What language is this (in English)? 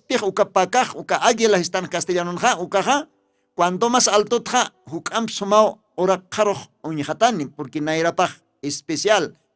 Aymara